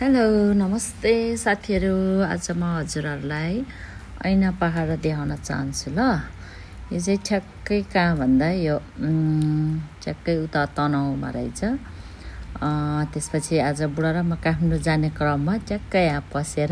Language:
Nepali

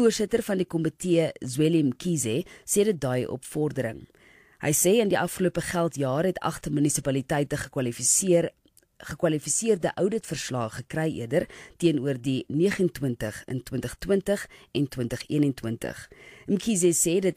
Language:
Afrikaans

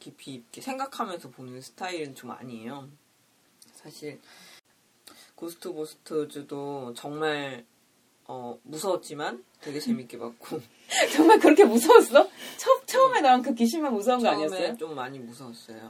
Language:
Korean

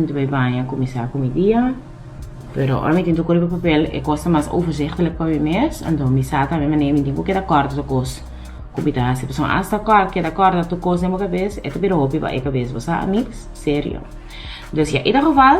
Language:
Papiamento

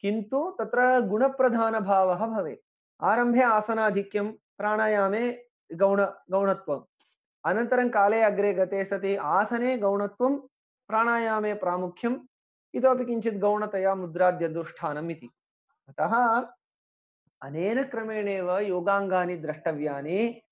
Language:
Sanskrit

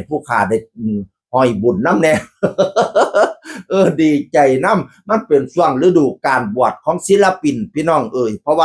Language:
Northeastern Thai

